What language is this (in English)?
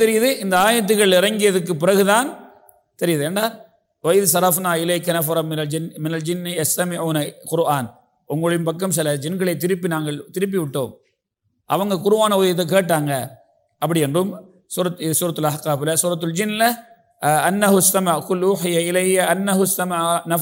Tamil